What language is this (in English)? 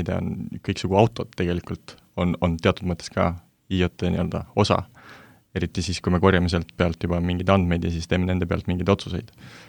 Estonian